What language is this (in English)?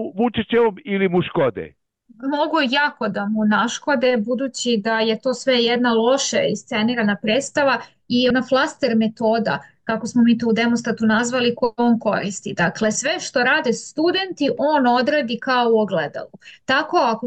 Serbian